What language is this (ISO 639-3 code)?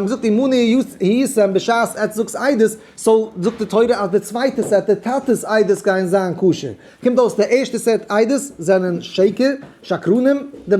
yid